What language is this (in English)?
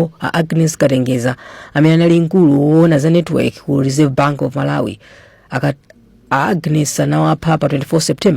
Nyanja